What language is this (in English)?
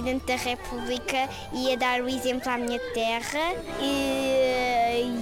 Portuguese